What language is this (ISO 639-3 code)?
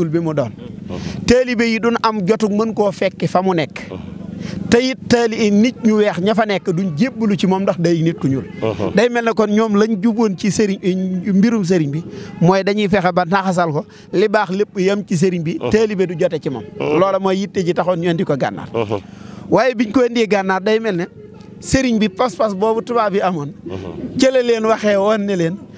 wol